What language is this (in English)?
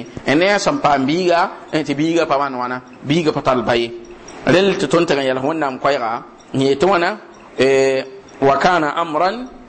Mossi